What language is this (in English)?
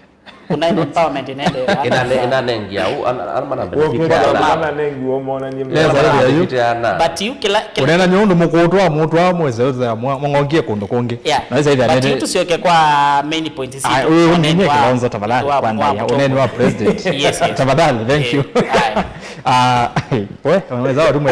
Kamba